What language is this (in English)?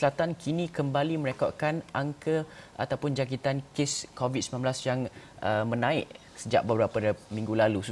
Malay